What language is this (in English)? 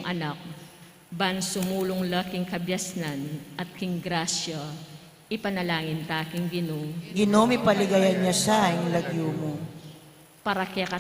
Pampanga